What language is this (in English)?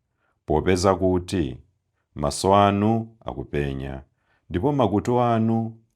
Nyanja